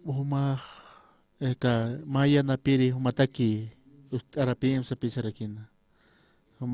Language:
Aymara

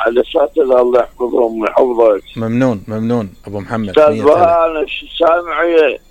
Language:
Mesopotamian Arabic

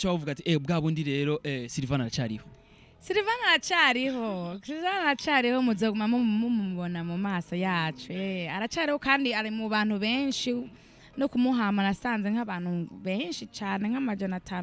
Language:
Rundi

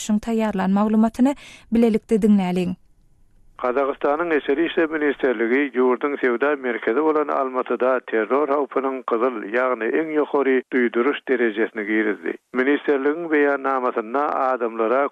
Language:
Turkmen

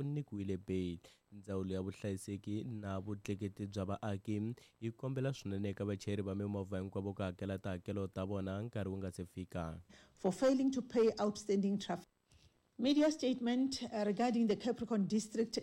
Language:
Tsonga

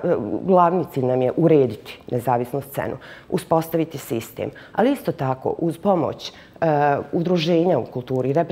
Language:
Bosnian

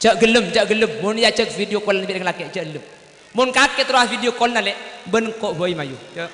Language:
Madurese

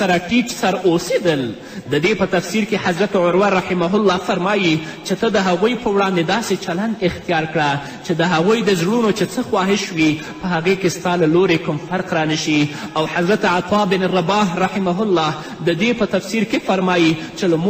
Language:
Pashto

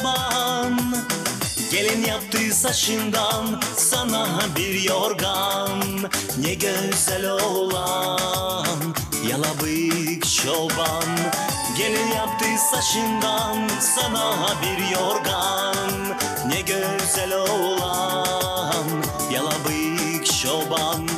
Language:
Gagauz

